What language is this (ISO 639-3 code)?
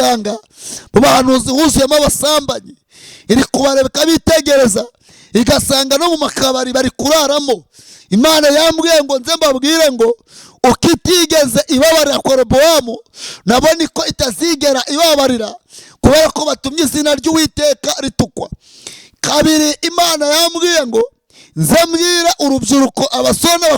kin